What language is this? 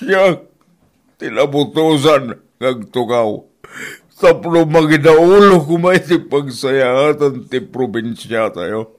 Iloko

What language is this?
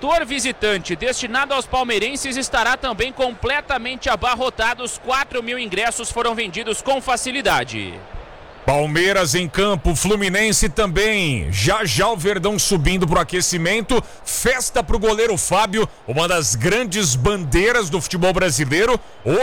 Portuguese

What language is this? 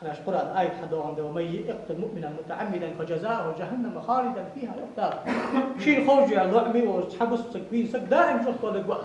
Ingush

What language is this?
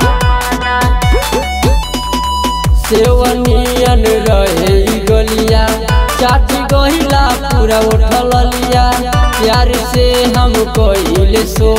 Bhojpuri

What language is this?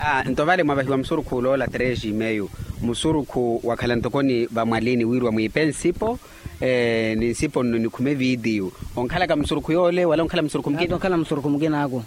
Makhuwa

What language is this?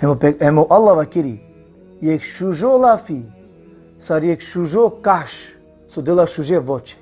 Balkan Romani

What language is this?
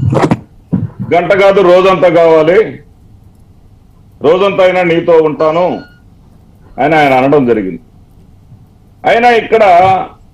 Telugu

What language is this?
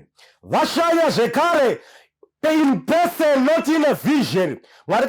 Shona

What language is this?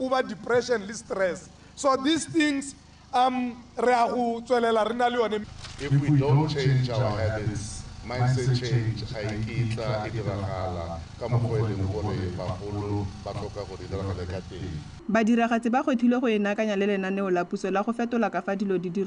Tswana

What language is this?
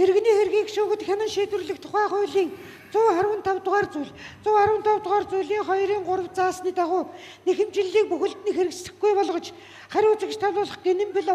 Mongolian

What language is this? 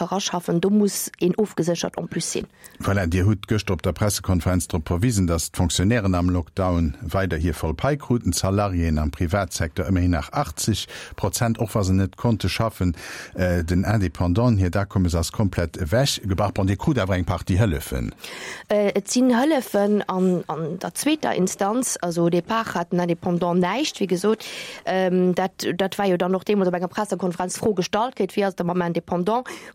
Luxembourgish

